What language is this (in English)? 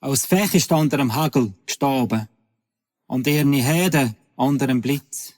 Swiss German